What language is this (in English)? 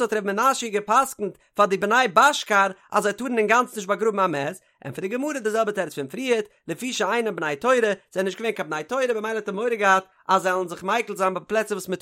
Yiddish